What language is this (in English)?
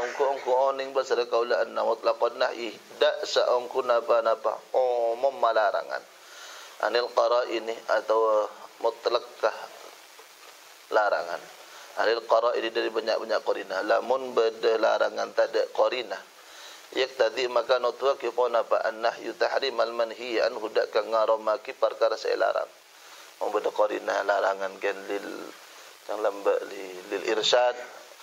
Madurese